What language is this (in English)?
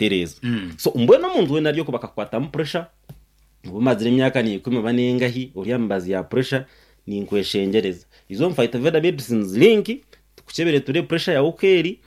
Nyankole